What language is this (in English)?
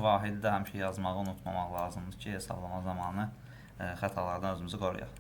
Azerbaijani